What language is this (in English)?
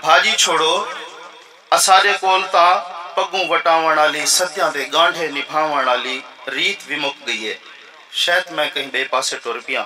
Saraiki